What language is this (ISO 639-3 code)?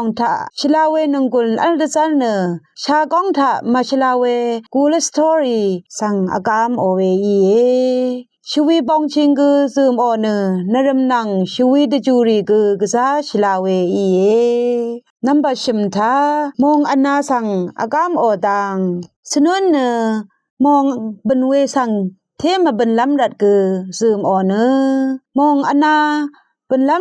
raw